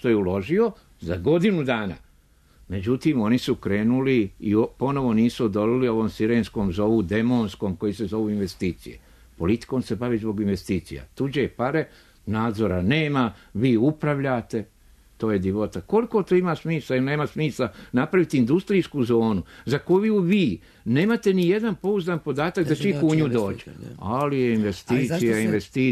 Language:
Serbian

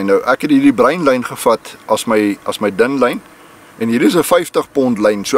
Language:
Afrikaans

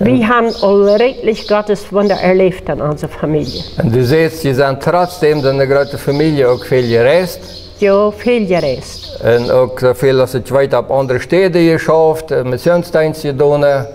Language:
Plautdietsch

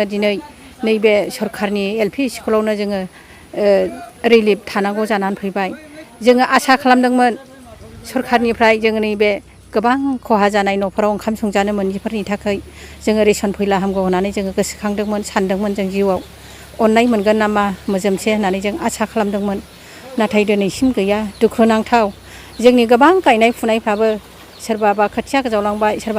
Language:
Bodo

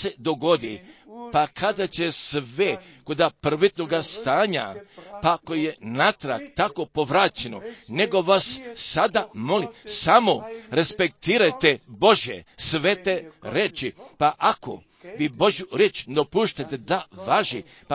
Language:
Croatian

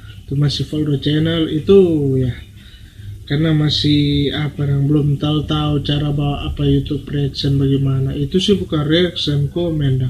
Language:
Manado Malay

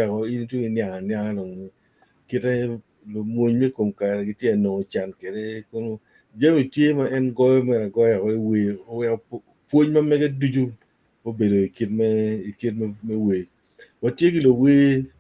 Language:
Acoli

